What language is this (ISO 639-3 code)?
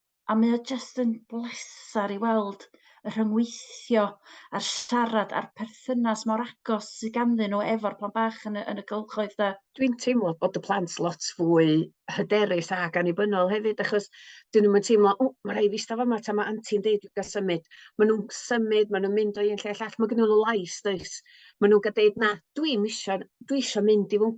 cym